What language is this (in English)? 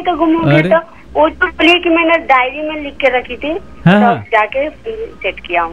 Hindi